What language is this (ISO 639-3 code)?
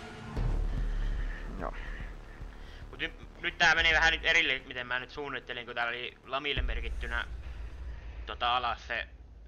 fin